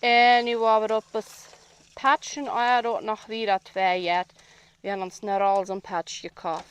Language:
Plautdietsch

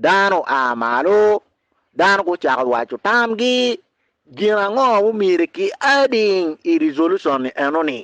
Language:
Acoli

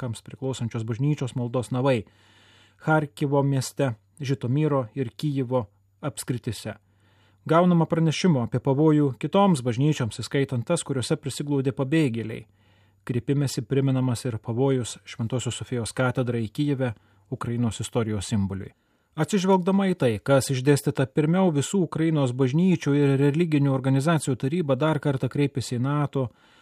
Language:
Lithuanian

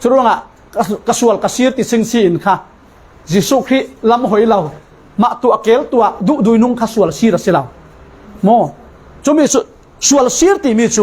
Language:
Falam Chin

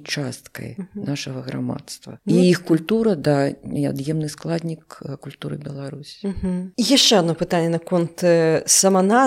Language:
Belarusian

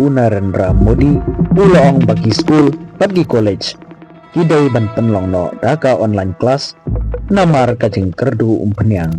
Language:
Khasi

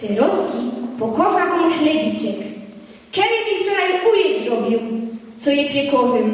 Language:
Silesian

